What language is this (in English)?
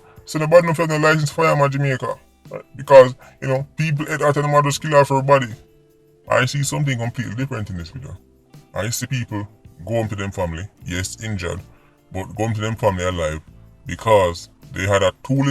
Jamaican Creole English